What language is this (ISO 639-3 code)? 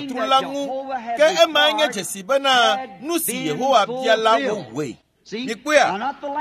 ewe